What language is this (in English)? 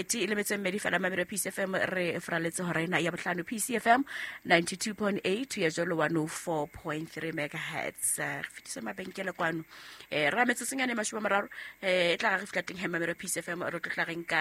Southern Sotho